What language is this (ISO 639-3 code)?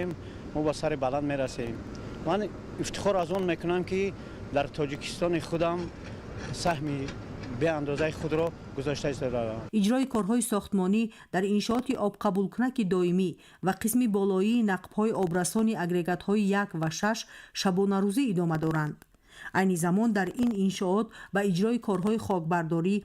tgk